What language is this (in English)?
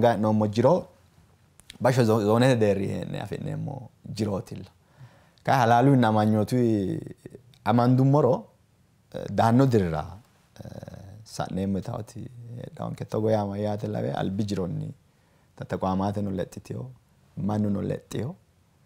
Sidamo